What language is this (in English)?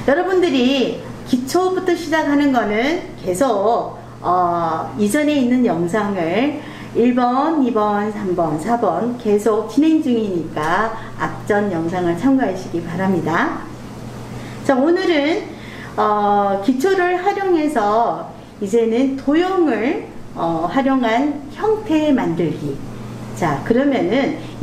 Korean